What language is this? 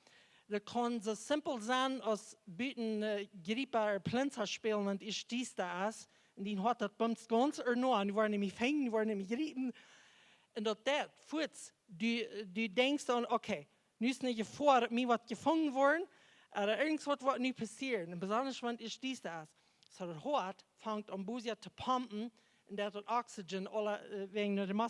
Plautdietsch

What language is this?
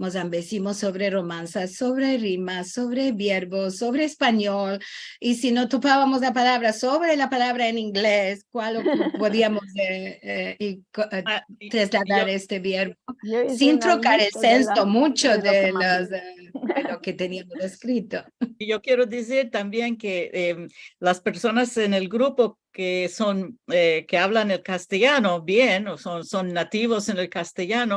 Ladino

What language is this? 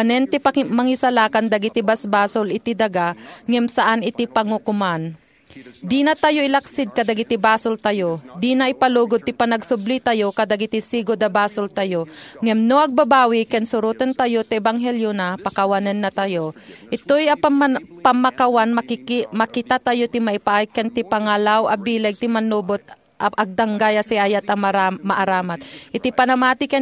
Iloko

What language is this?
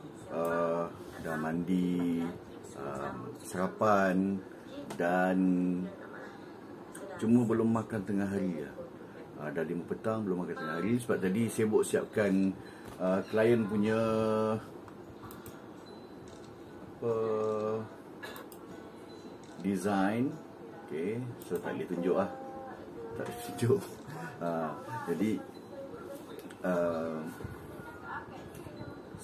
Malay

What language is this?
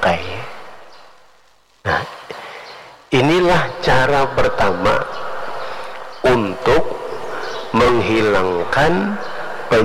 Indonesian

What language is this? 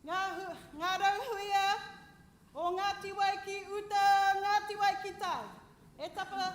Māori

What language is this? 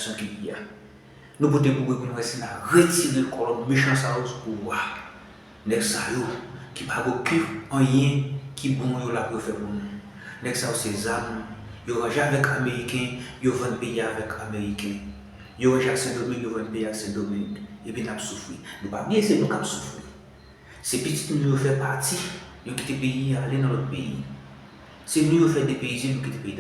Haitian Creole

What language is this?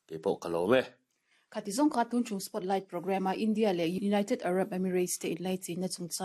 Mizo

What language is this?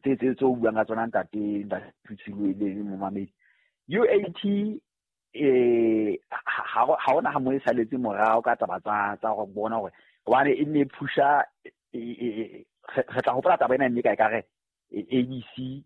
Southern Sotho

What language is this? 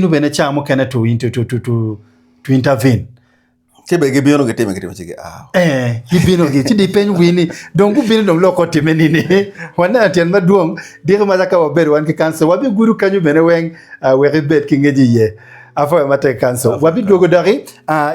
Acoli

